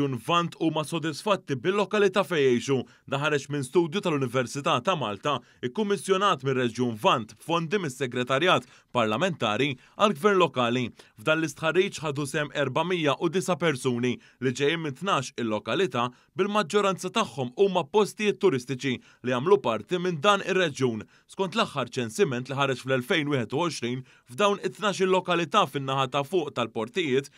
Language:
Maltese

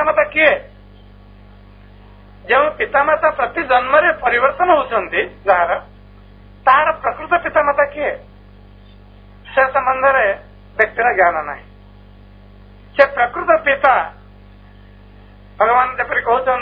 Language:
Odia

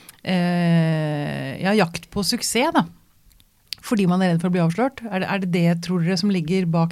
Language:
Norwegian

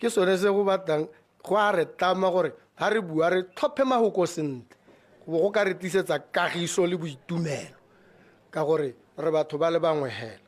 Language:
Tswana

